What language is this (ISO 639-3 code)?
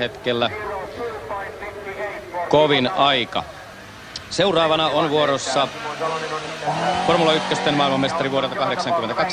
fin